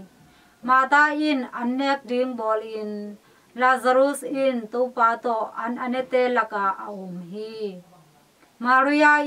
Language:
Tedim Chin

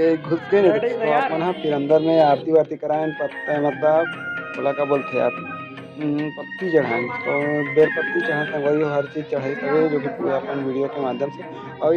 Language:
Chhattisgarhi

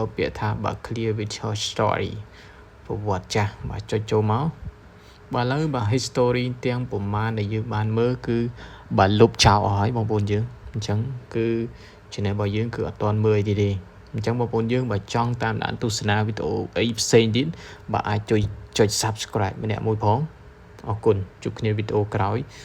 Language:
Khmer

